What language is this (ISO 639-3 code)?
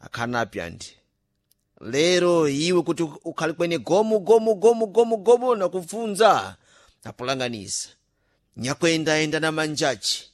seh